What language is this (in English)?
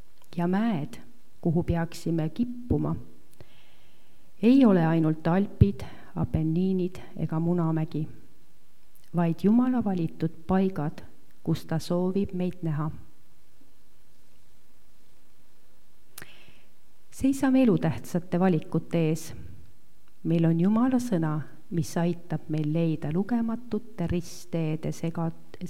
Estonian